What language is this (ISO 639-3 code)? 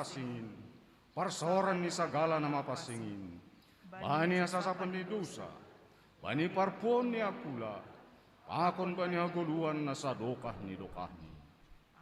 bts